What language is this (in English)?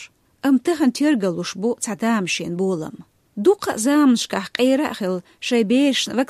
Chechen